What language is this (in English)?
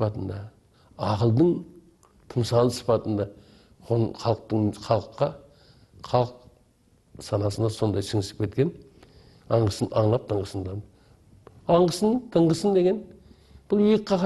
Kara-Kalpak